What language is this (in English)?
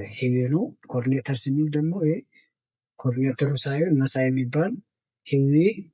Amharic